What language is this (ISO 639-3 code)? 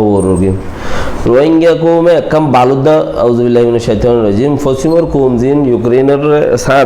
rhg